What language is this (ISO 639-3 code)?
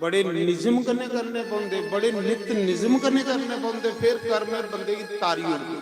doi